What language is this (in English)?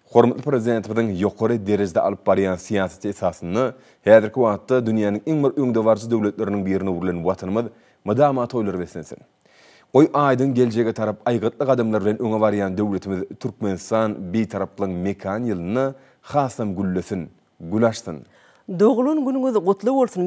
Turkmen